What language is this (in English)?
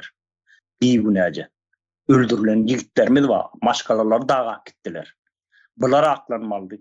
Turkmen